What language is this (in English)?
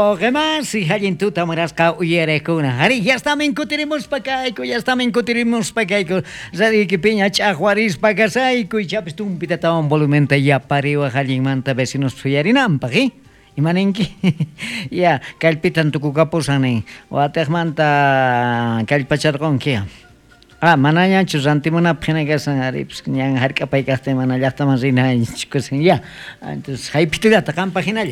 South Bolivian Quechua